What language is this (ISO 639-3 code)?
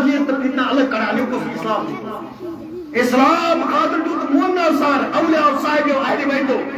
kas